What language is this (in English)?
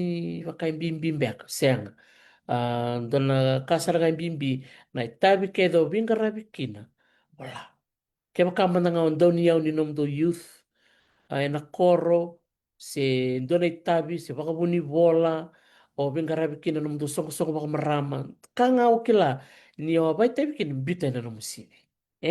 Fijian